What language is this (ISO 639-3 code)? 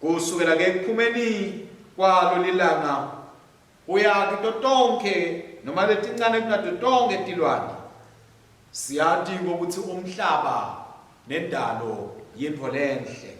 ssw